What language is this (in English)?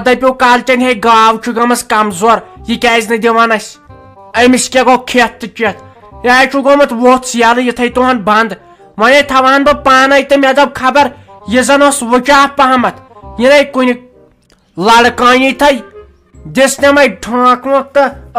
Kashmiri